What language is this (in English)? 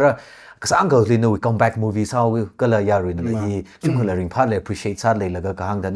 Tangkhul Naga (India)